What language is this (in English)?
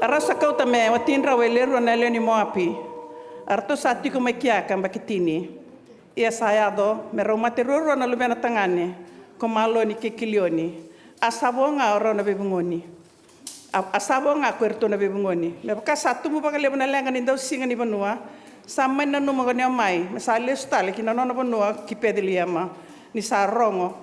Fijian